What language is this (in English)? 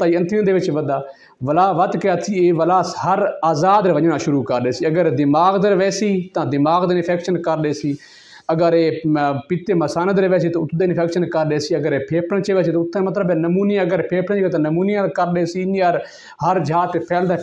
Saraiki